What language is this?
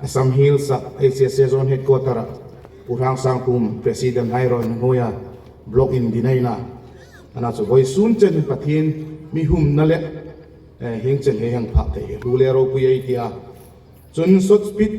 Hmar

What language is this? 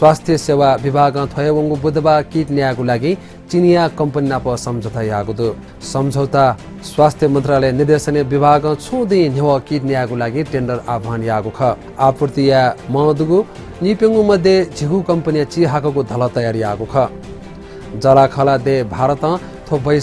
Newari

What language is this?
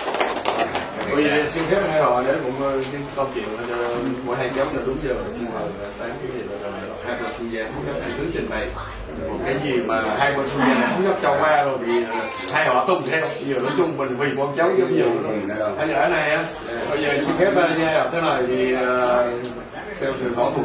Vietnamese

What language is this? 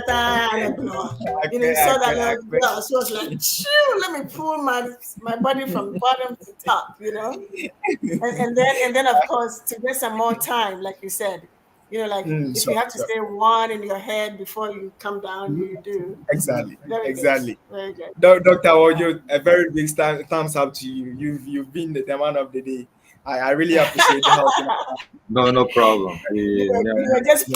Ewe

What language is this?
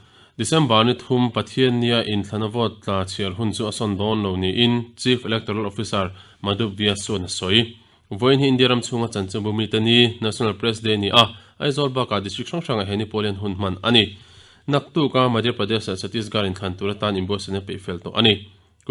Mizo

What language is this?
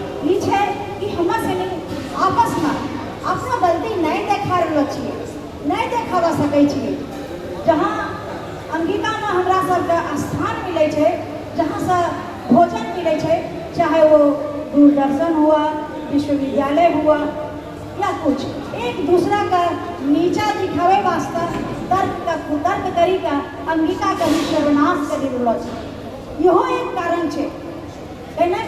Angika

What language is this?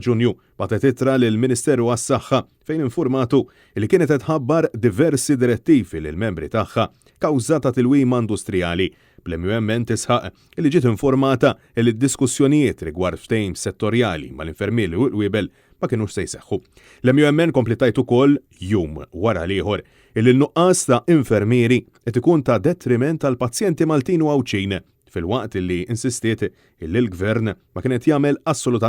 Maltese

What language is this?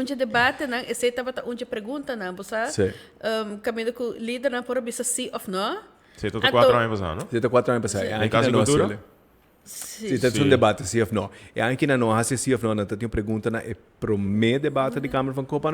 Papiamento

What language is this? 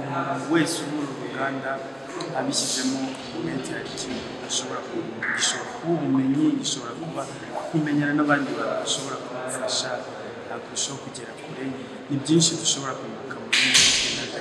Kinyarwanda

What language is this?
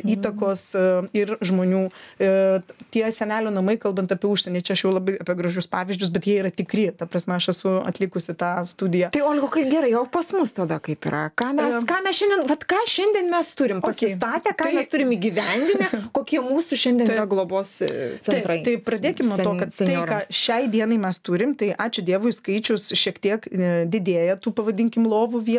Lithuanian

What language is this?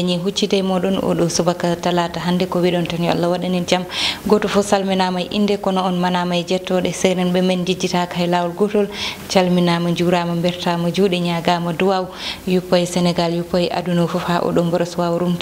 Fula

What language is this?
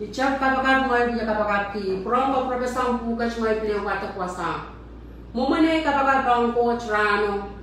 Pohnpeian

